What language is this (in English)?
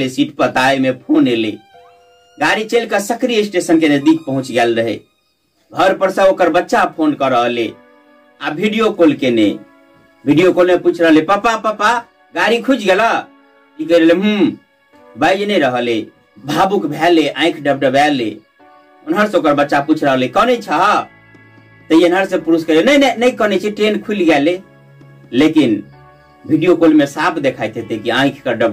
Maithili